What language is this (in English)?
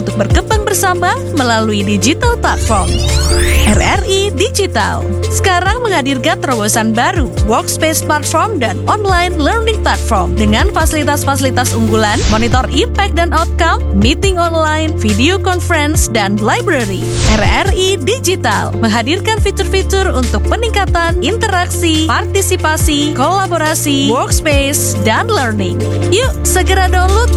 Indonesian